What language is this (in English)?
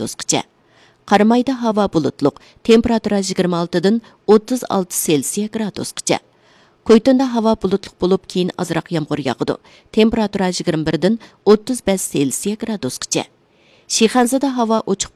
Uyghur